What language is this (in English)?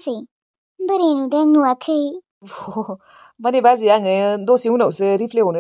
Bodo